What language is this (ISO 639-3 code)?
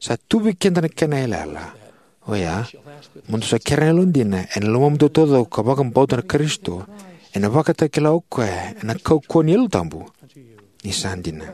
fij